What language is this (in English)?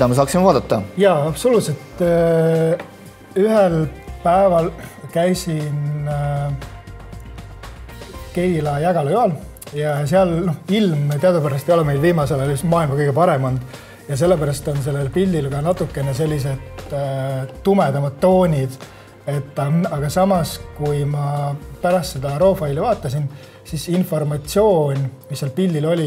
Estonian